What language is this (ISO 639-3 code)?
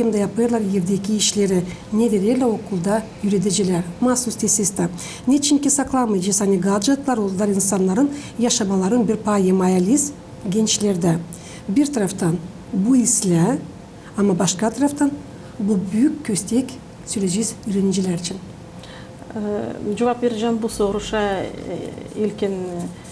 gag